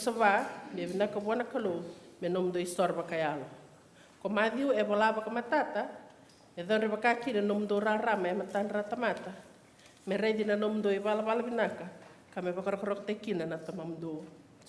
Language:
Fijian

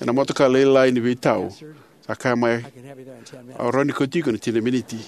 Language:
Fijian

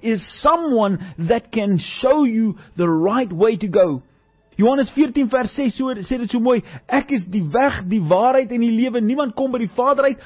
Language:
Afrikaans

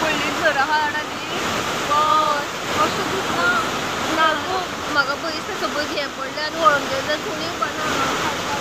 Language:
Konkani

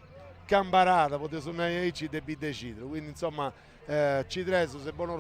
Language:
Sardinian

